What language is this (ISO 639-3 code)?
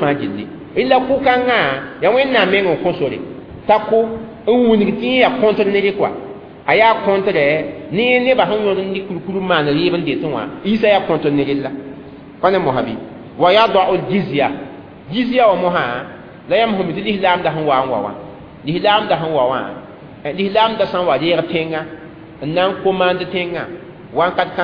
mos